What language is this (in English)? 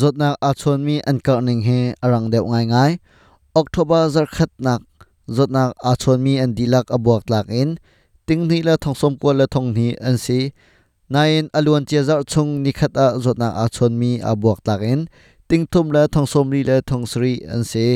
Hakha Chin